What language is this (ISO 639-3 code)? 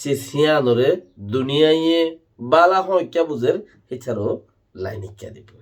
rhg